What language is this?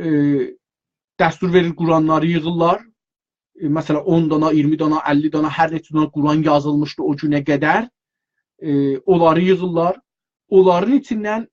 South Azerbaijani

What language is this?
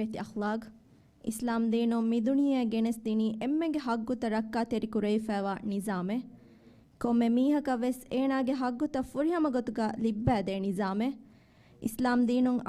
Divehi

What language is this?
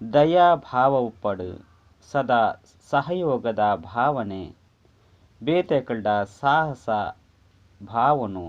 Tulu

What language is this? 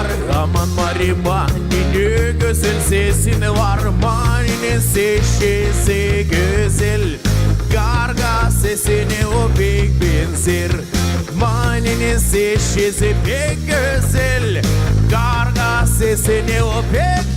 Gagauz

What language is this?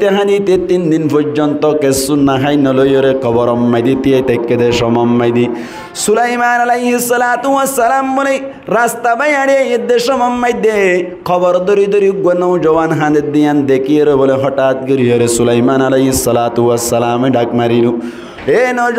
Rohingya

